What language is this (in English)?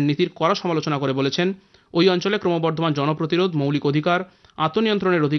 Bangla